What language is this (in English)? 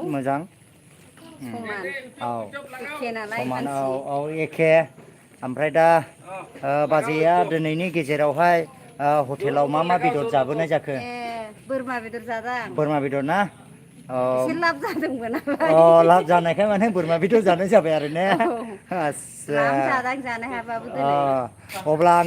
Bodo